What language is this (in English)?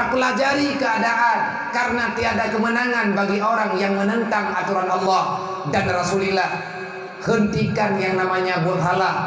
Achinese